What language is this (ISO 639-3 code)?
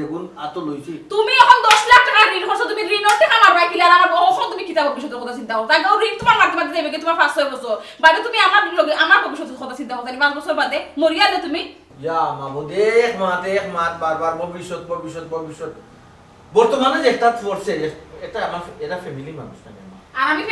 syl